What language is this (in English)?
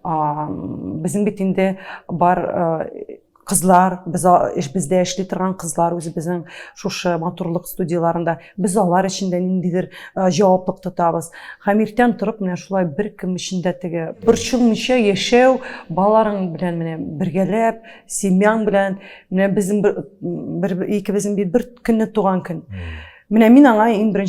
Tatar